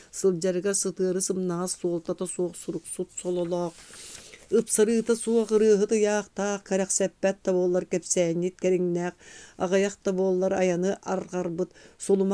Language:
Yakut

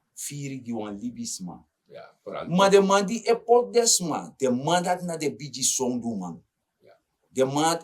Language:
Sranan Tongo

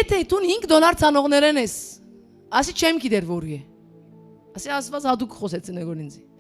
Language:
Western Armenian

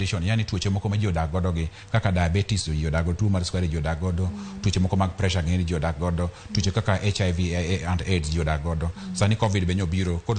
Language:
Luo (Kenya and Tanzania)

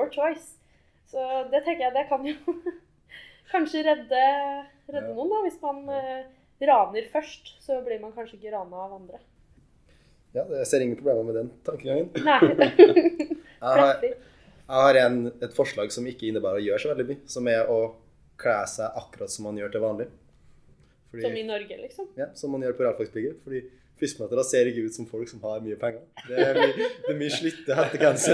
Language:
Norwegian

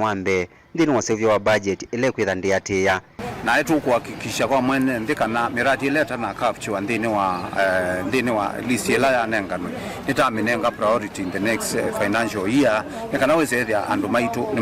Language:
Kamba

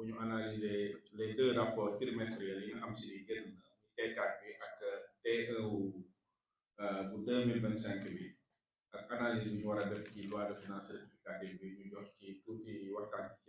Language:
Wolof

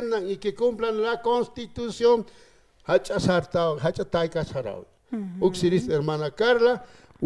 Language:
Aymara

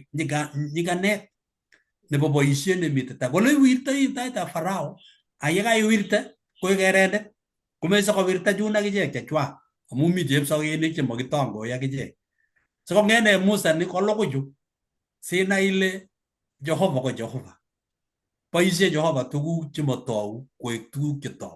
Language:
Kalenjin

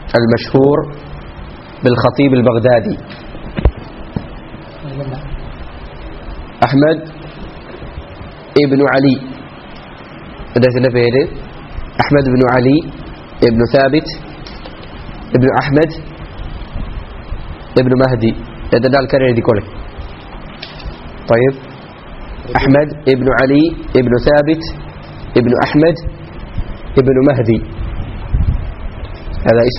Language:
Malayalam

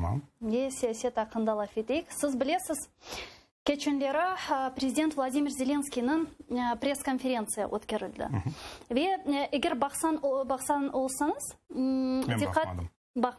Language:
Crimean Tatar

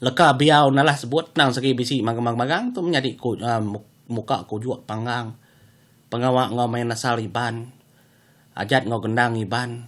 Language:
Iban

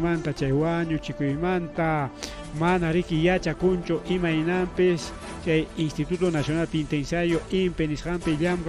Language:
Ayacucho Quechua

